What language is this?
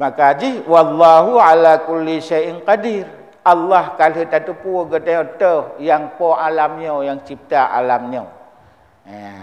Achinese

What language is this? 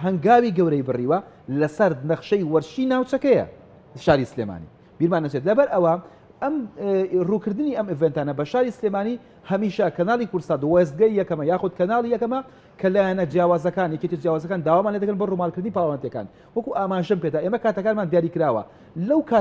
Central Kurdish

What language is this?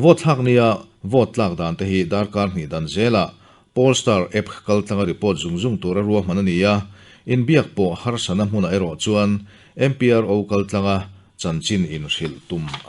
Mizo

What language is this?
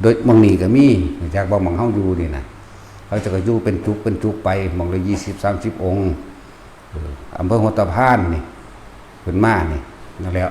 Northeastern Thai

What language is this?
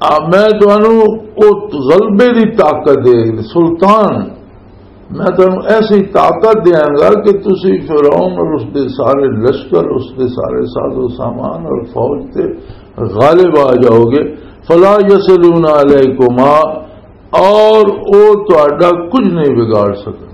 Western Panjabi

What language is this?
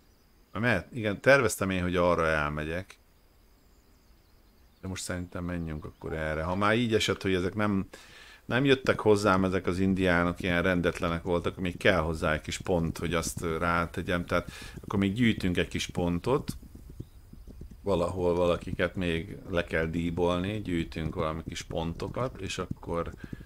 Hungarian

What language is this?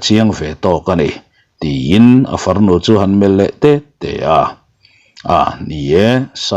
Mizo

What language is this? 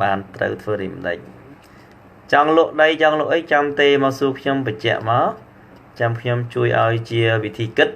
Khmer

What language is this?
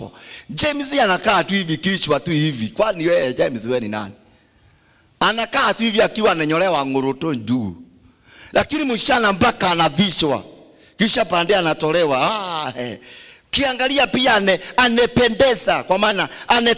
Swahili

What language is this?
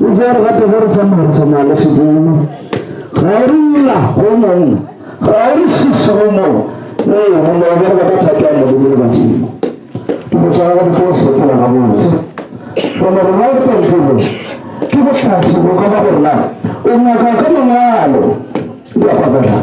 Northern Sotho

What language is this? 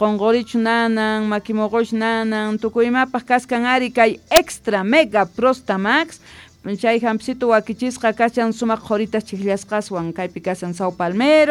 South Bolivian Quechua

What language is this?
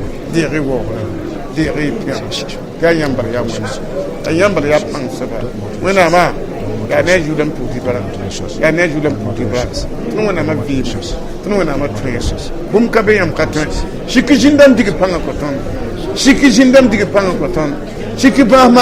Mossi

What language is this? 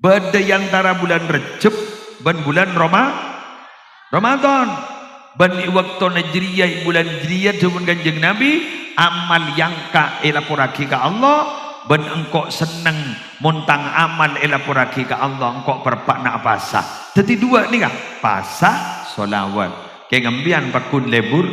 Madurese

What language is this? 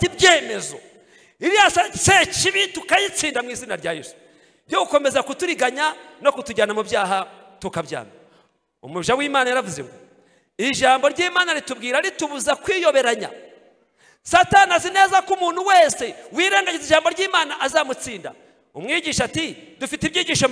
Kinyarwanda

